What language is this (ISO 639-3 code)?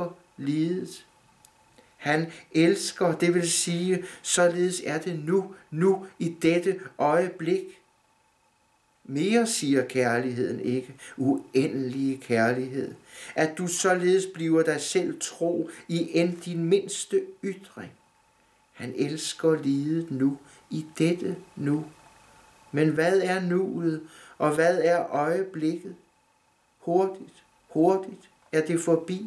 dan